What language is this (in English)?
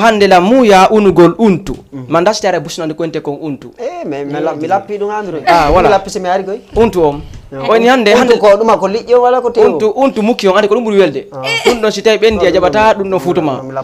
Fula